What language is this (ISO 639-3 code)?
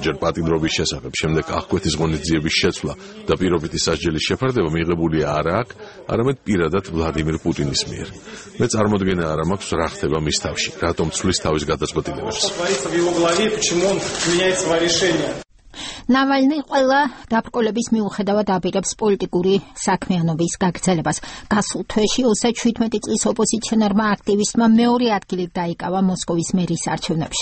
kat